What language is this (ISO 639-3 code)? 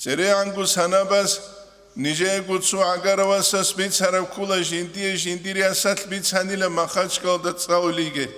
ava